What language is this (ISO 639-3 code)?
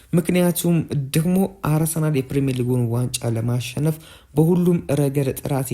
amh